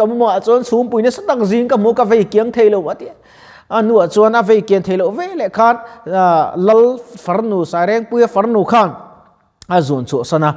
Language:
Mizo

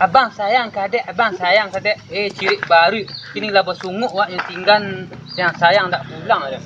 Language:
Minangkabau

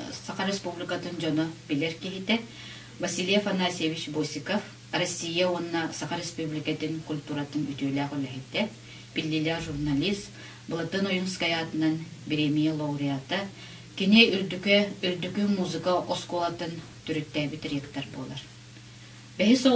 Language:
Yakut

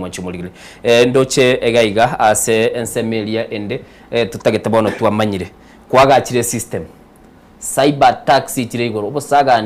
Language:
Gusii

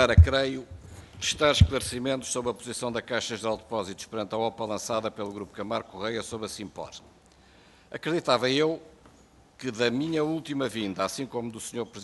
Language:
Portuguese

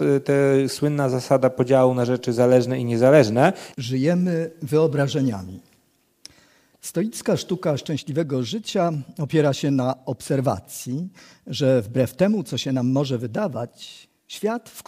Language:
Polish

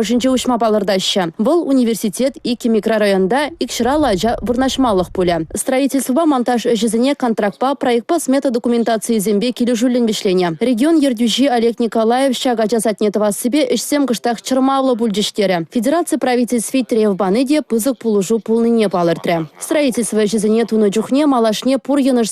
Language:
Chuvash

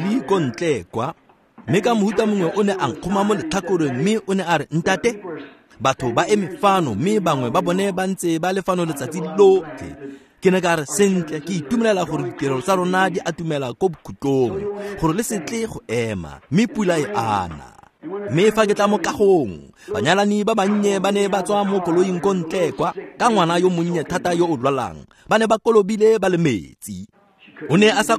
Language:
Tswana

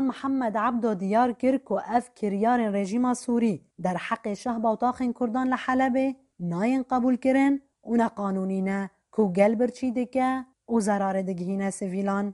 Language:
Kurdish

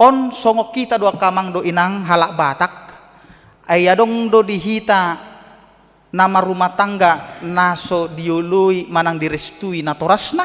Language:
Batak Toba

